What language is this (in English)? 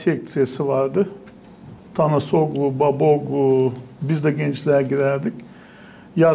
Gagauz